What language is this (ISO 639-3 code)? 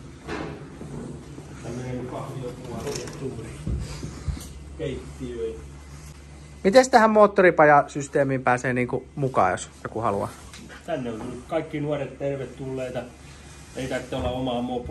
fin